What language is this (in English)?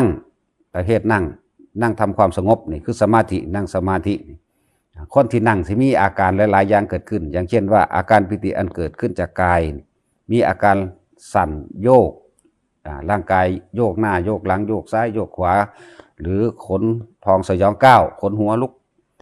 Northeastern Thai